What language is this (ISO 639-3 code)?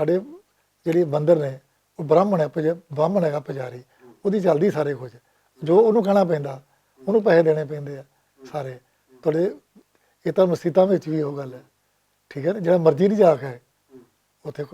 lah